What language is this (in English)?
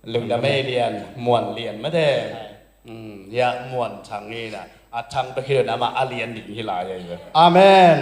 Tedim Chin